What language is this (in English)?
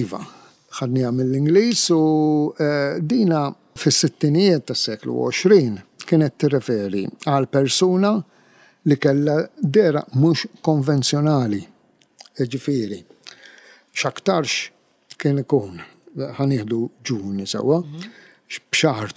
Maltese